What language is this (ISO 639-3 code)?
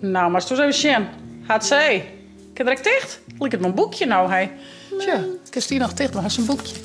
fry